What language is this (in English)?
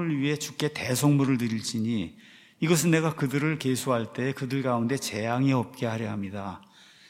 Korean